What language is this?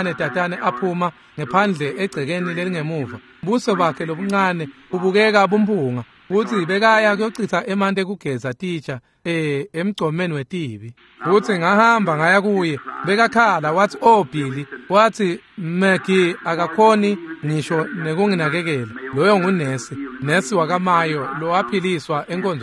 Swati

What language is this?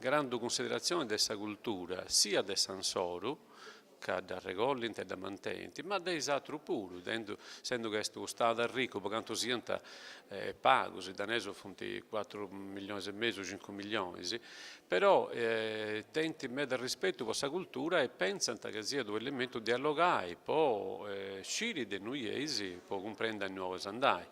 Sardinian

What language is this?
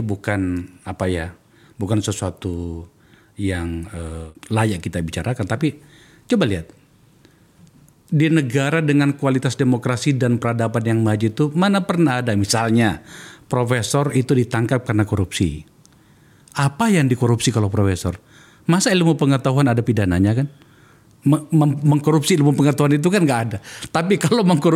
Indonesian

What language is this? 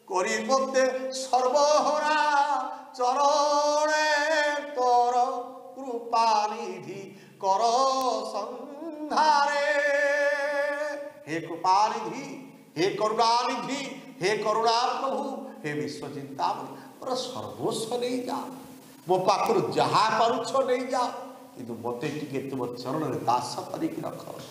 Odia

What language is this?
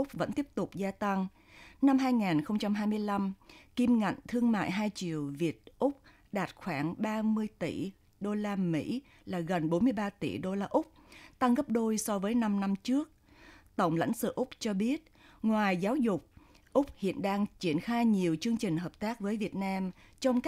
Vietnamese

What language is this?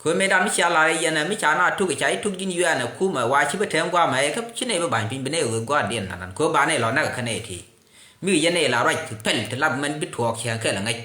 Nuer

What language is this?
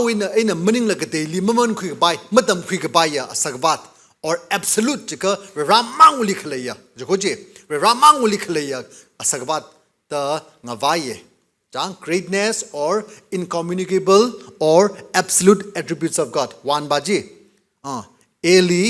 Tangkhul Naga (India)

